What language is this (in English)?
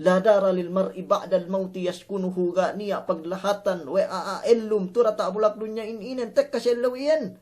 Yakan